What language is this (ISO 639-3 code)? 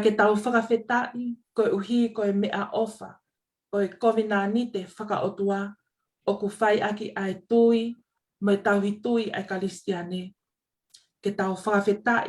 ton